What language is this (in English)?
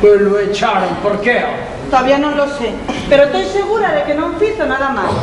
Asturian